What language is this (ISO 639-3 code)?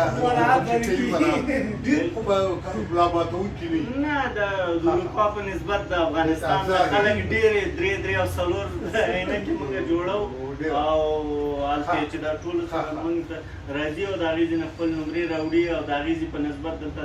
pus